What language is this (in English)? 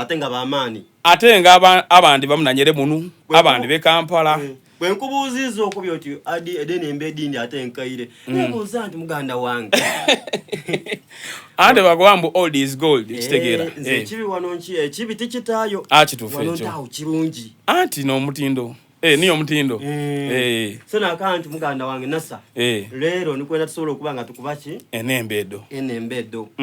Soga